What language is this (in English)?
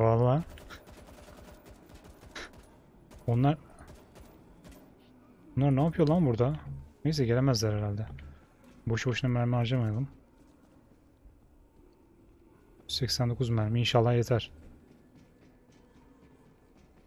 Turkish